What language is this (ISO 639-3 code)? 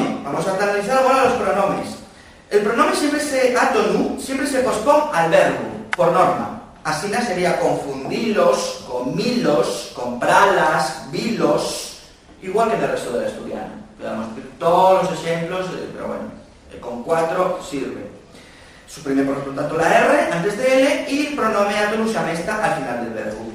ast